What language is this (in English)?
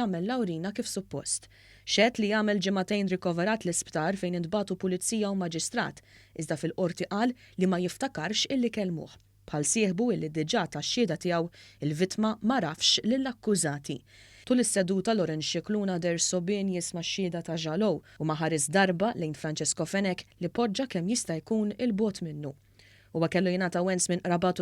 Maltese